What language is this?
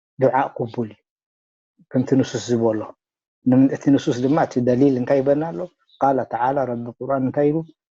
Tigrinya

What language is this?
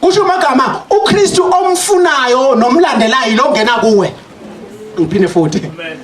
Zulu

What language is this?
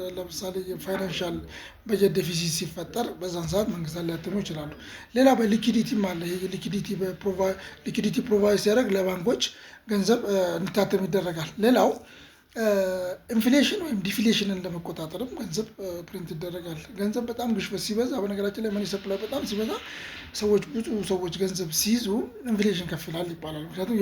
Amharic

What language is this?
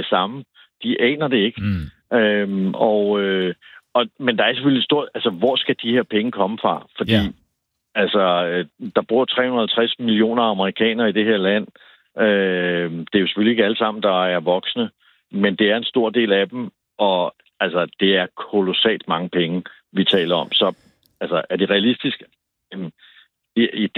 Danish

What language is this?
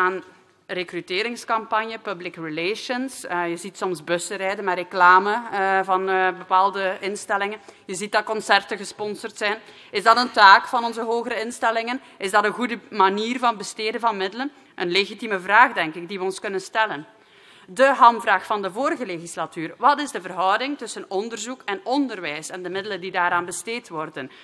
Dutch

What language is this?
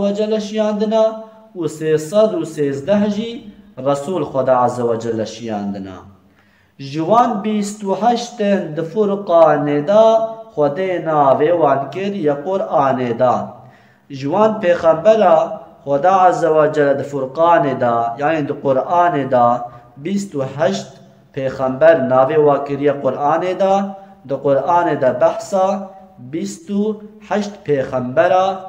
Kurdish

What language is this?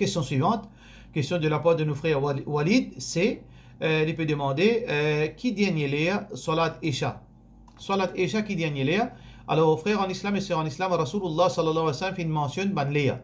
Morisyen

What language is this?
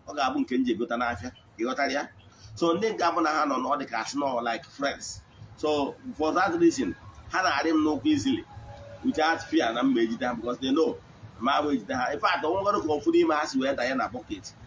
Igbo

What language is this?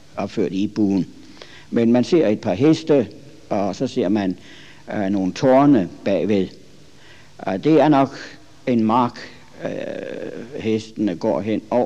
Danish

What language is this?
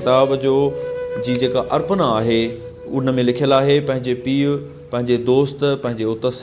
Sindhi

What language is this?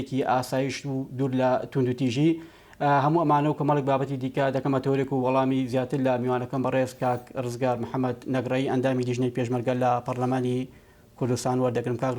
Central Kurdish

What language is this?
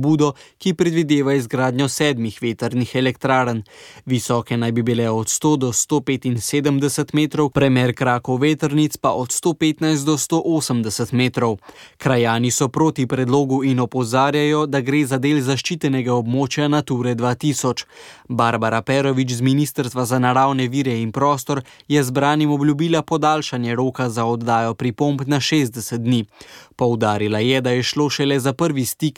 Slovenian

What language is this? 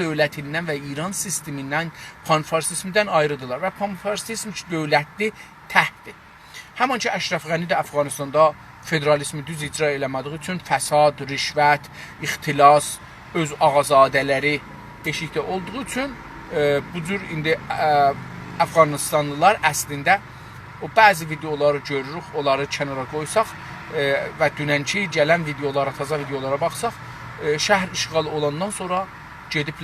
South Azerbaijani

